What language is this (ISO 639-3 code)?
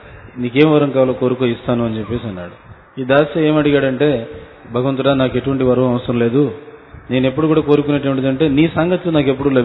tel